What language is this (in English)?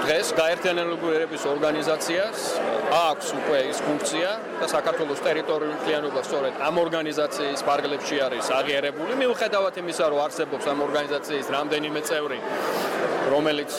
Georgian